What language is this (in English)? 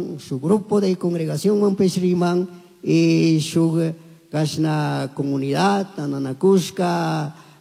Chimborazo Highland Quichua